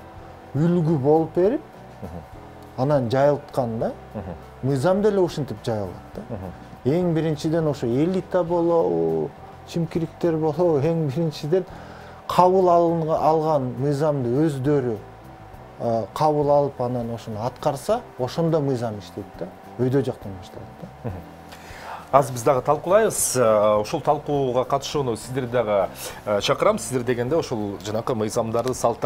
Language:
Kyrgyz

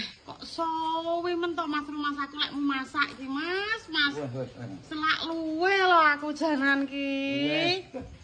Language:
Javanese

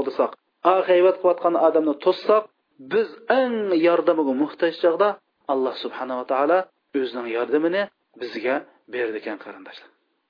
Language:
Uyghur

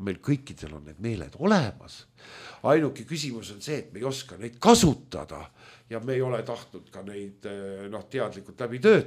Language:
Estonian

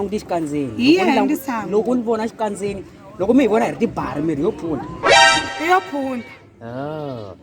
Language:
Tsonga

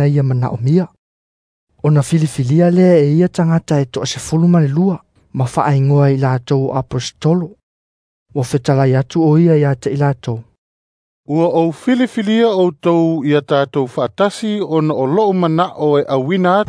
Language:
Samoan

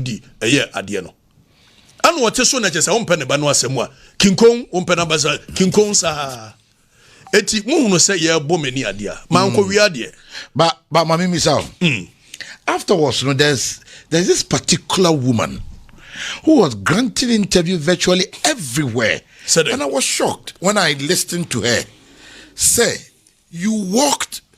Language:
Akan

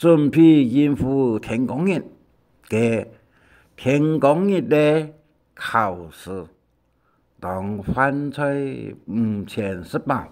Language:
Hakka Chinese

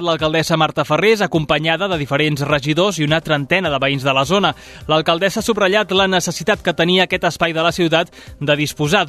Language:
Catalan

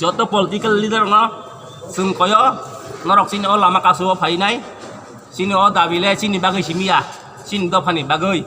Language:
Kok Borok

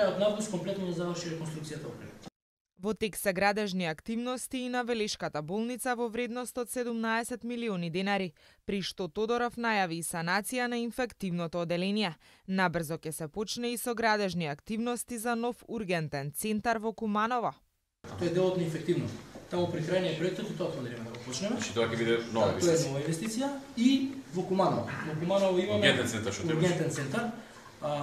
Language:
Macedonian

